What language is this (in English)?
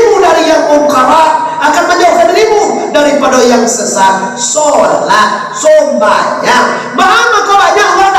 Minangkabau